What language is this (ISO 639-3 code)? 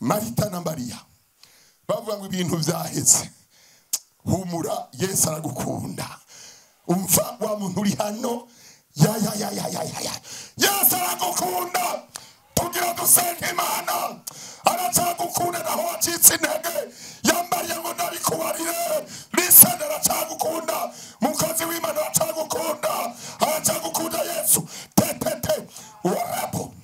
run